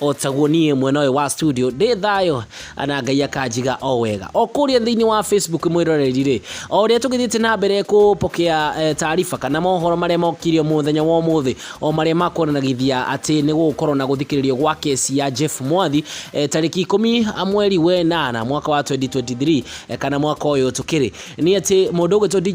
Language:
Kikuyu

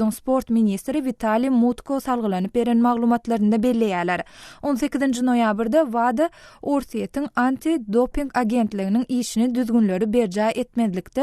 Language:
Turkmen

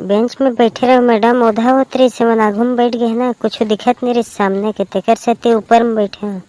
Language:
Chhattisgarhi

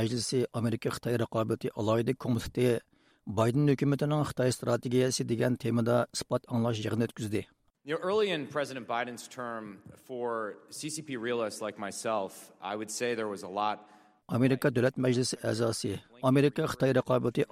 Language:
Uyghur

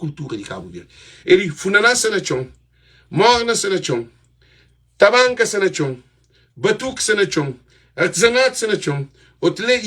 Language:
Kabuverdianu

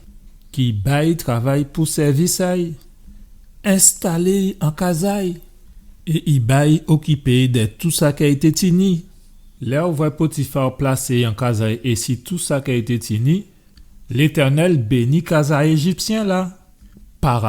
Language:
Guadeloupean Creole French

